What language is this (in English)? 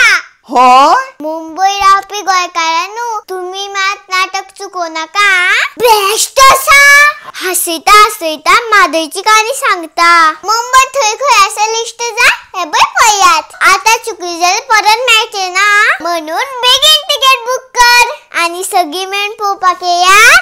Konkani